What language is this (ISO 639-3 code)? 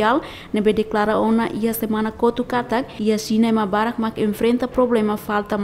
tet